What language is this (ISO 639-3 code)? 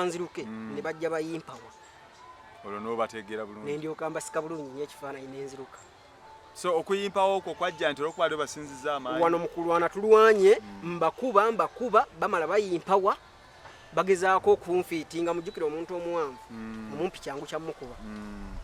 lug